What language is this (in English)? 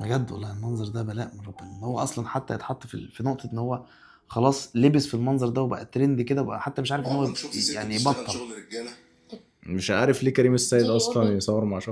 Egyptian Arabic